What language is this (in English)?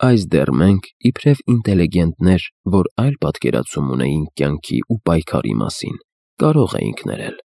Armenian